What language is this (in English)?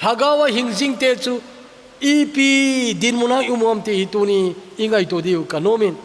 Thado Chin